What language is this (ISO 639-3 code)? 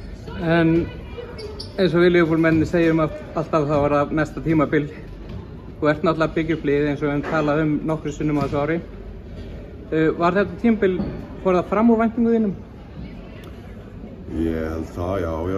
isl